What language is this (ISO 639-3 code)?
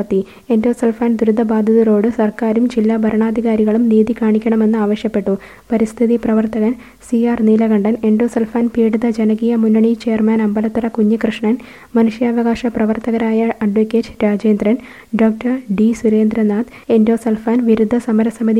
mal